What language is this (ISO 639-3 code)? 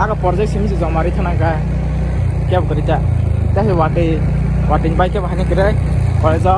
trp